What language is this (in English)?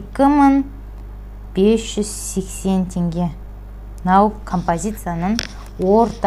Kazakh